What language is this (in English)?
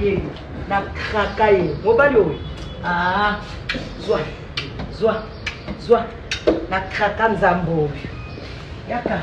Lingala